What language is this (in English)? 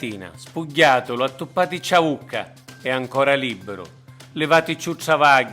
Sicilian